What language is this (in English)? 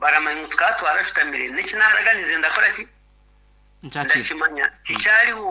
Nyankole